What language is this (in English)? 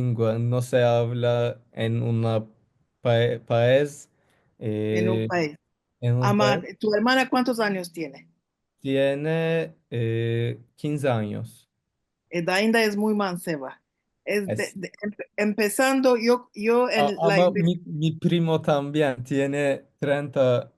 Ladino